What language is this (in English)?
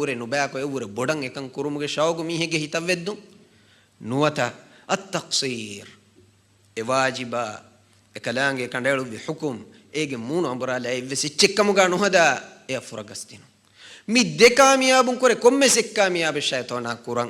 Divehi